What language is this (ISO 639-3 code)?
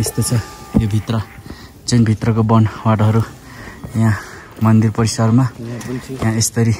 nep